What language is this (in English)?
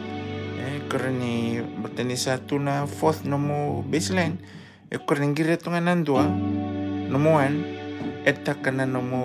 Fijian